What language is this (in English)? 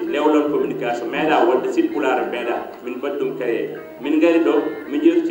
Fula